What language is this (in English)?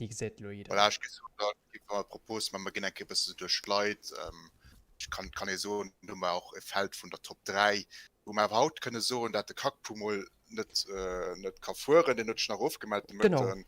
Luxembourgish